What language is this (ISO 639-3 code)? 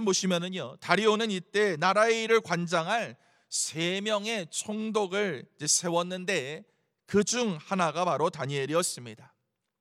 kor